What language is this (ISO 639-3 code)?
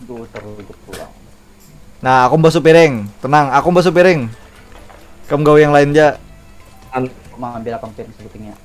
bjn